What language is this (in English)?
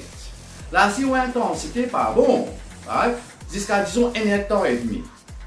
Morisyen